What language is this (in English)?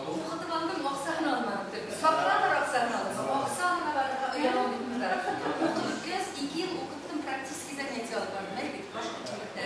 Bashkir